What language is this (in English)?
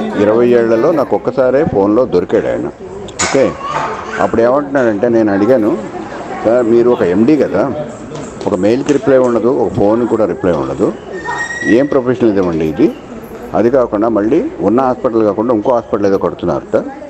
Telugu